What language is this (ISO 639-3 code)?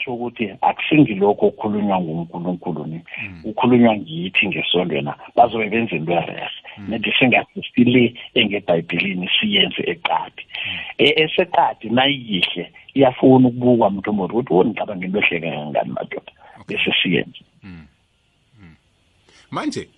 nbl